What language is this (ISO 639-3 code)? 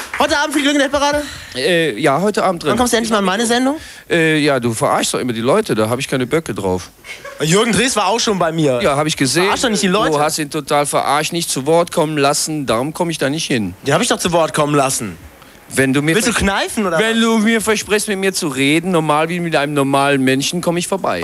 deu